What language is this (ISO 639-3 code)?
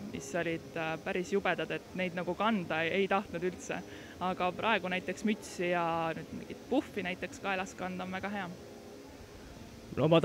est